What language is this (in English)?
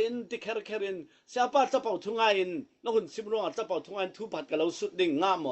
Falam Chin